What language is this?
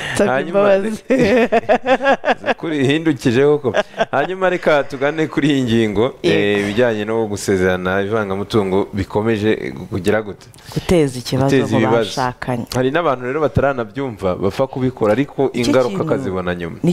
Kinyarwanda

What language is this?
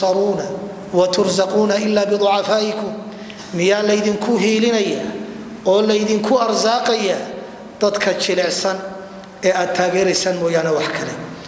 Somali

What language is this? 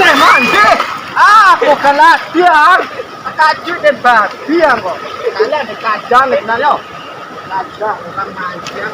Minangkabau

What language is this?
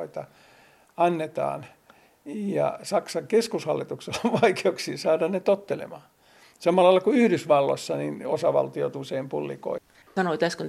Finnish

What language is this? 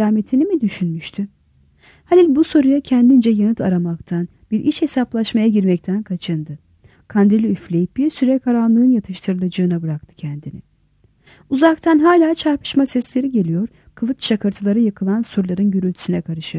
Turkish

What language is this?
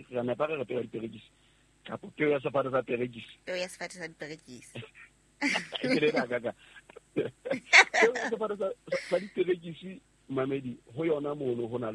Southern Sotho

